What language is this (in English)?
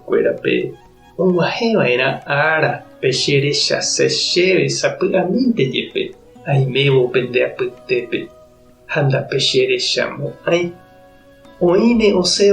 Guarani